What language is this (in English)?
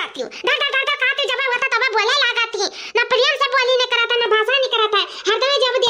Awadhi